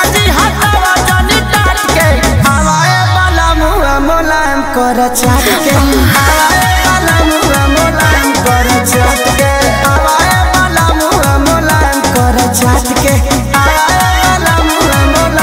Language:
Bhojpuri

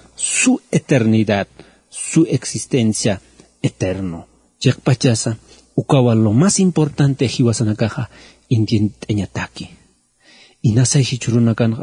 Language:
Aymara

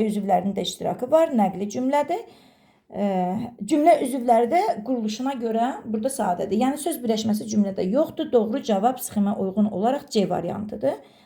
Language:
Azerbaijani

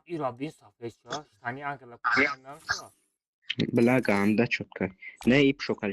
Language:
Tajik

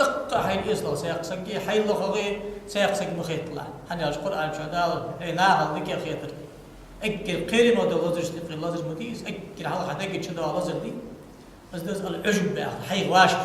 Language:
Ingush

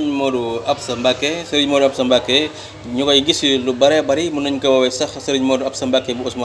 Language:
Wolof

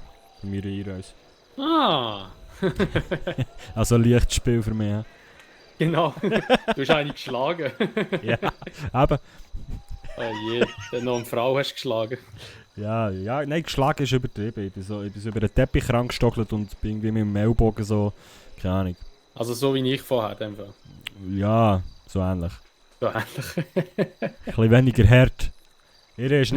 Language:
Swiss German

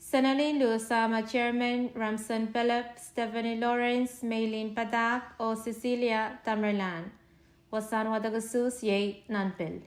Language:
Pohnpeian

